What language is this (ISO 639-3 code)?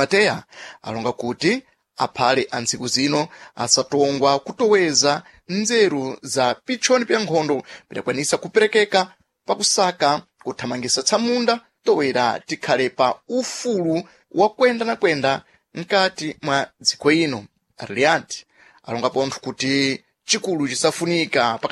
seh